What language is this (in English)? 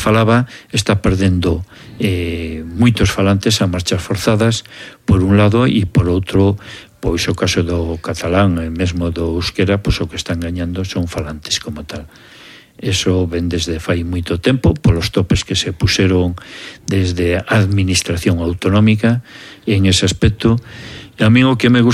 Galician